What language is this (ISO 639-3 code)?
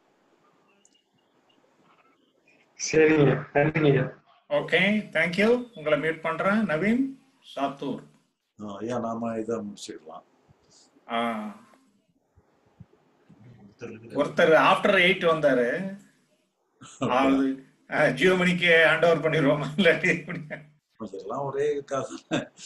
tam